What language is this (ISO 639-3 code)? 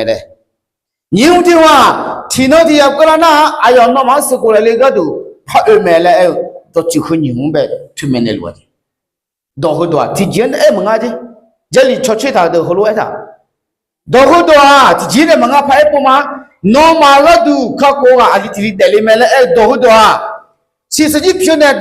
ahk